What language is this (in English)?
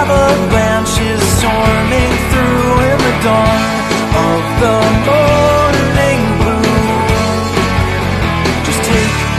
English